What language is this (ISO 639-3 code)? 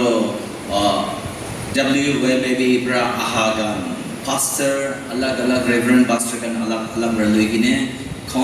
nag